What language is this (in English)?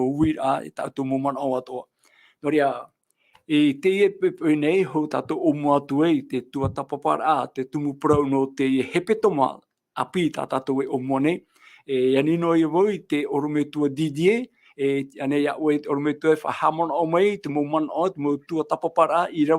Tahitian